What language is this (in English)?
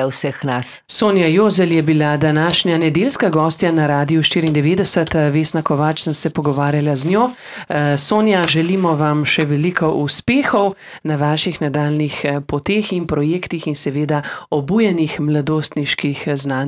Slovenian